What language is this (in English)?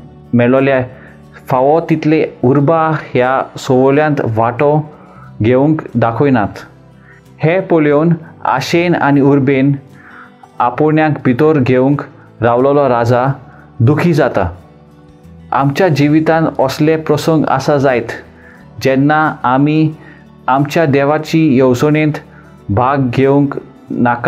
Konkani